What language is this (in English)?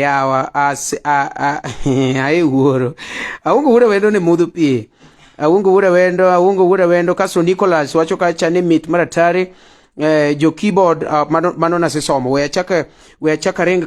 Luo (Kenya and Tanzania)